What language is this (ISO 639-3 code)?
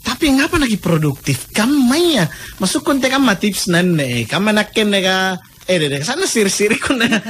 mak